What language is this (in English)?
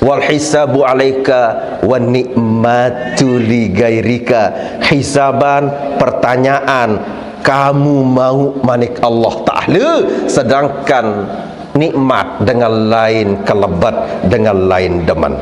Sasak